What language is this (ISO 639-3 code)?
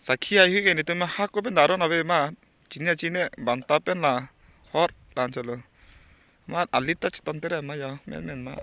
mjw